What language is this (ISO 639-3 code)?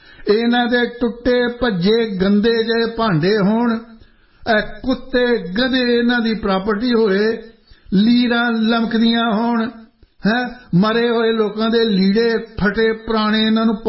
pan